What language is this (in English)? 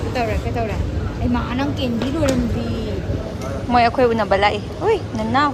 Manipuri